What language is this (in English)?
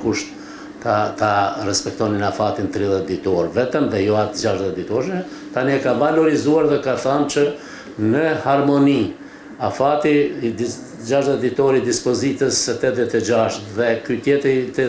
Albanian